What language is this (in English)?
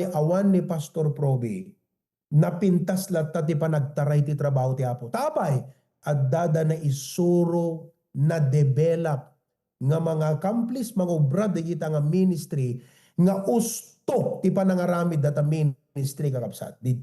Iloko